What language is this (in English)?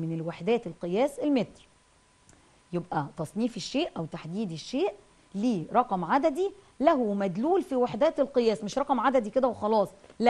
Egyptian Arabic